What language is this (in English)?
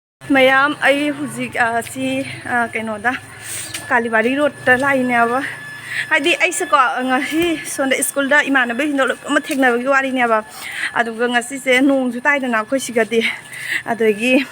Manipuri